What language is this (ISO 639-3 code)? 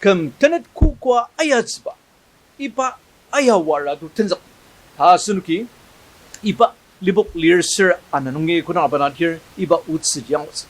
njo